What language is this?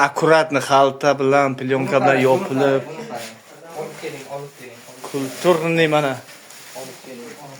Uzbek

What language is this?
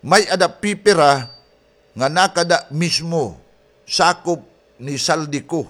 Waray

